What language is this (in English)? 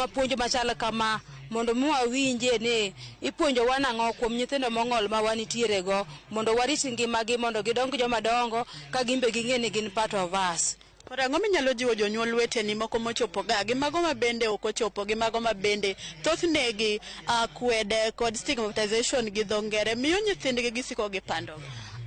Luo (Kenya and Tanzania)